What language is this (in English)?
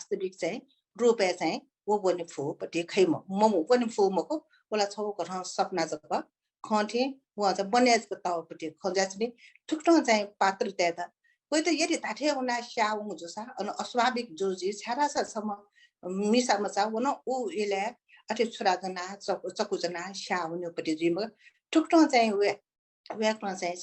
Newari